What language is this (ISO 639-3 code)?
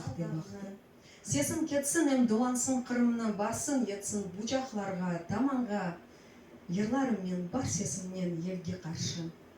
crh